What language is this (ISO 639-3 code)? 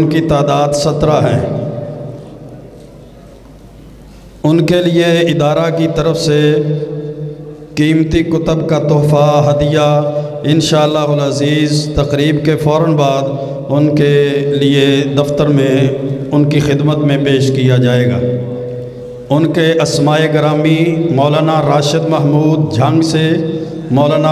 urd